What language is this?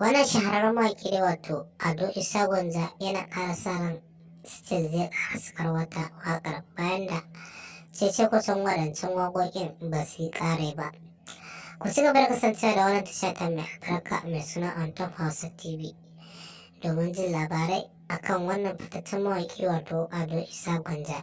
Hausa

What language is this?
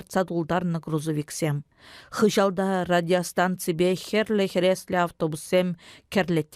Chuvash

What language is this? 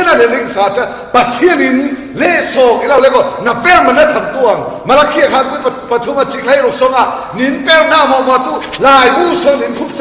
Falam Chin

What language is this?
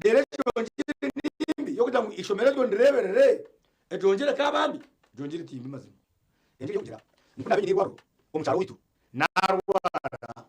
Nyankole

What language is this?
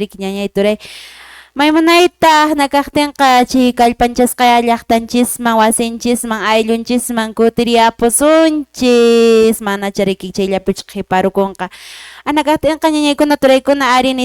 Quechua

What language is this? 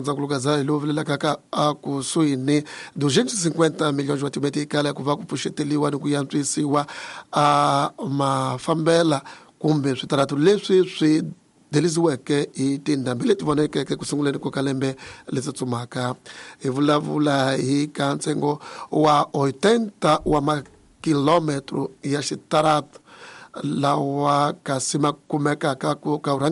Tsonga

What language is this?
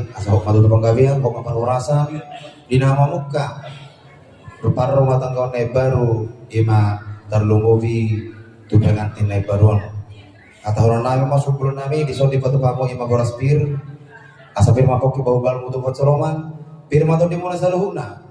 Batak Toba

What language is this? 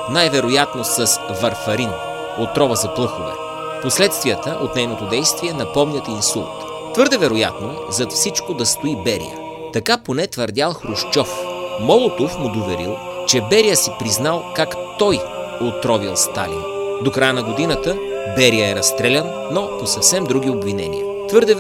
Bulgarian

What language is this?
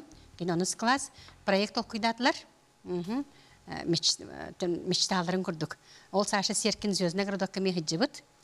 Yakut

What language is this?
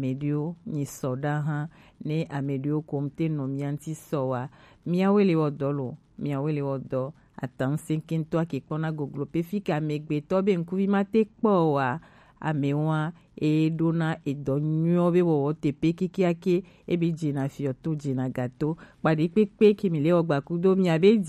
Gen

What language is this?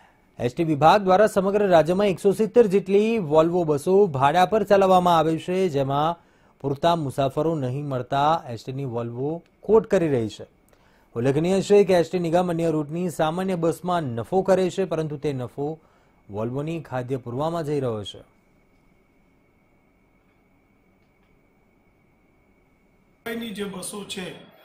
Gujarati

